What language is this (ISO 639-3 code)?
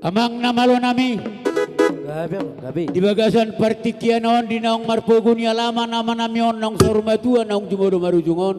bbc